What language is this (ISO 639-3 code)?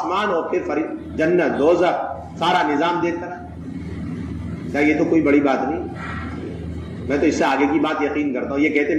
urd